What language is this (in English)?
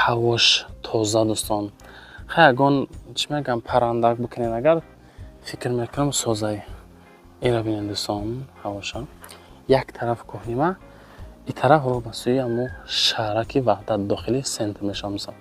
Tajik